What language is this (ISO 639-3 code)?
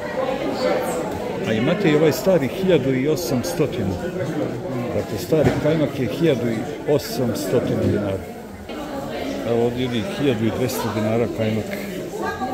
srp